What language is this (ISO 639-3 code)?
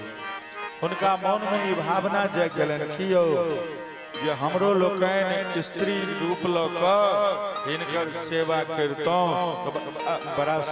mai